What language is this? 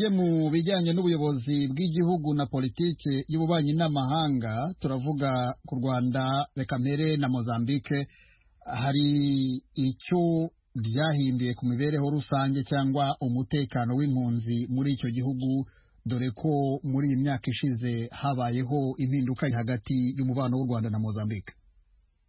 Kinyarwanda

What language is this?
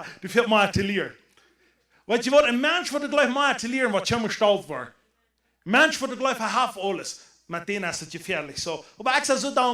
Plautdietsch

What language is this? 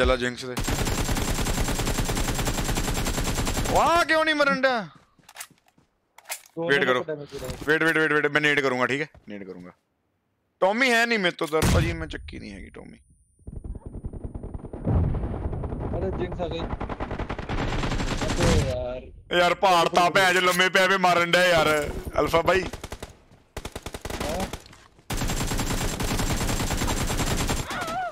Punjabi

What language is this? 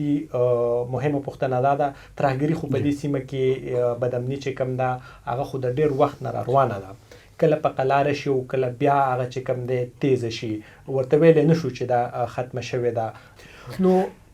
Pashto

